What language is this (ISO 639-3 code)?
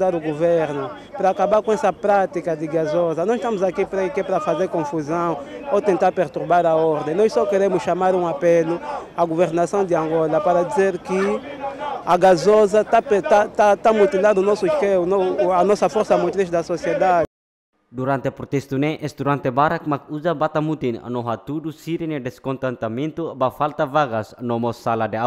tet